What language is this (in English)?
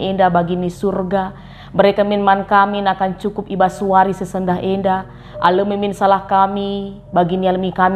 Batak Karo